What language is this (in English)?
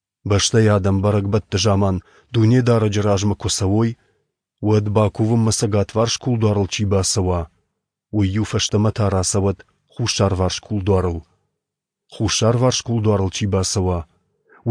Ossetic